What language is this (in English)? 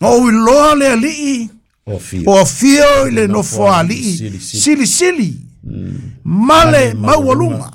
Samoan